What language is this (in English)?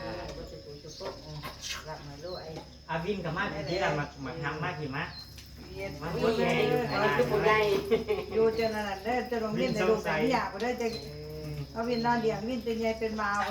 Northeastern Thai